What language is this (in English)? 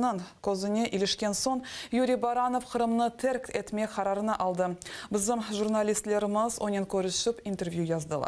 Crimean Tatar